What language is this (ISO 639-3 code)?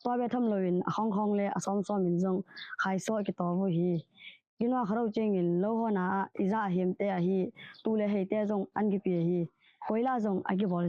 ctd